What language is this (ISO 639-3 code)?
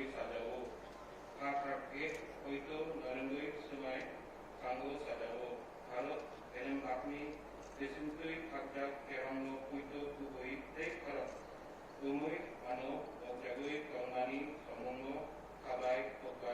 trp